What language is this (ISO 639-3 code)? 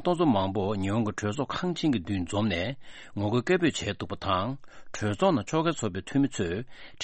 bod